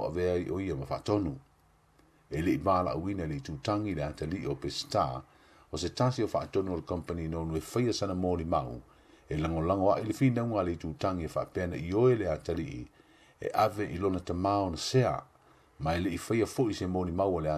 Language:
Samoan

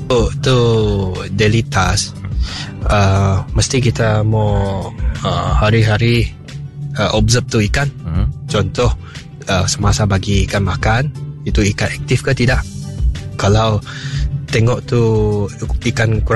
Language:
Iban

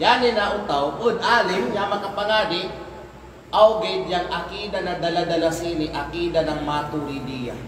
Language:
Kalagan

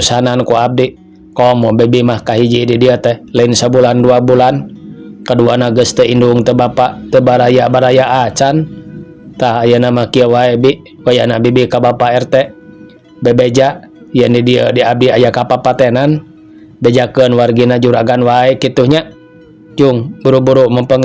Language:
Sundanese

